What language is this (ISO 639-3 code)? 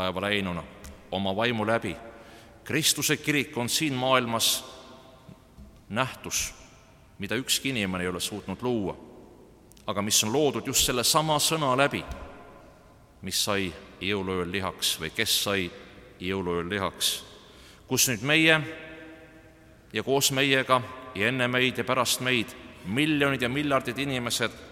est